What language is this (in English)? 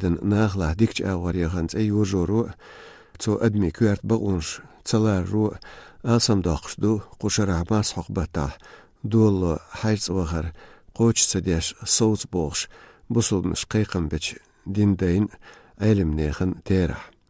Chechen